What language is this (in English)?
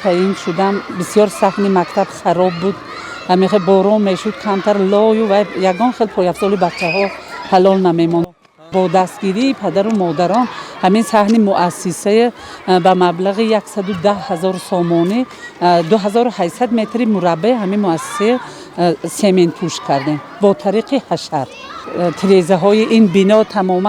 Tajik